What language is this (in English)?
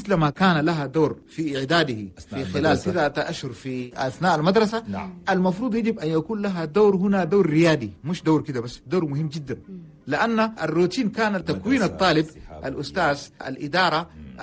Chadian Arabic